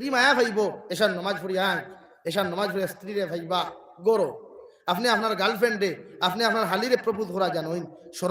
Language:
Sylheti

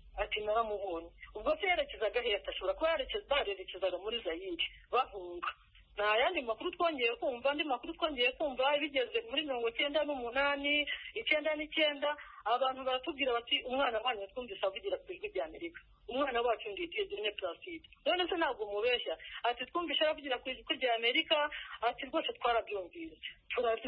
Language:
Kinyarwanda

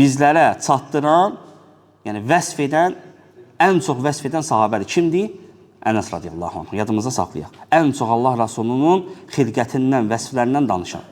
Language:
Azerbaijani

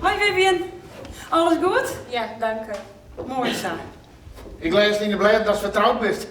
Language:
Western Frisian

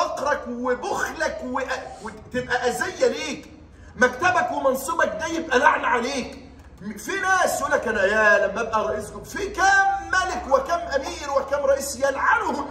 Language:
Egyptian Arabic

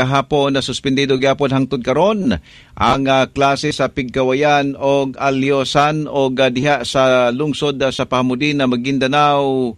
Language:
Cebuano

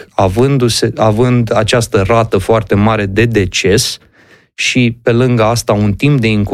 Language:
Romanian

